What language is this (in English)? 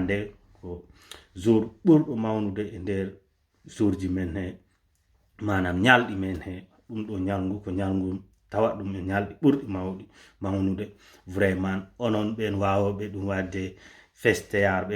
Fula